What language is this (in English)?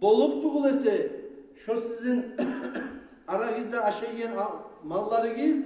Kumyk